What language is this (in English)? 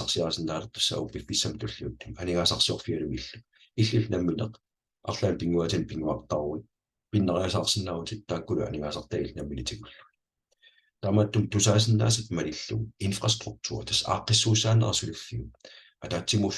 Kalaallisut